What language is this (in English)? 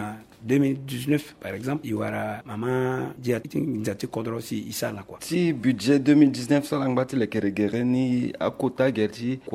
Sango